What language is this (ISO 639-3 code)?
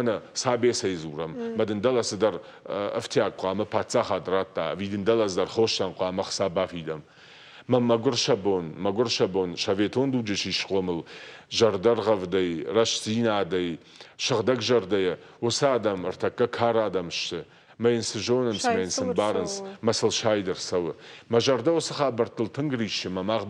oss